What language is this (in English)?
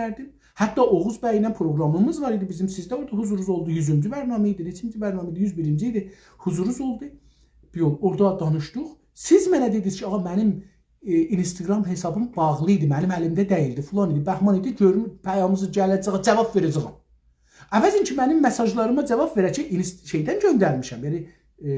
South Azerbaijani